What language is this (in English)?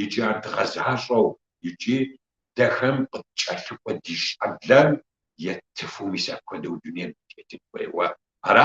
Kabardian